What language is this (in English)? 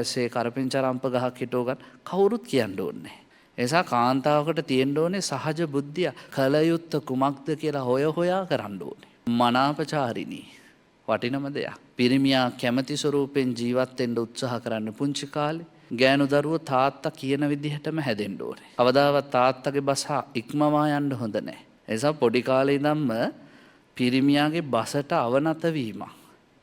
Sinhala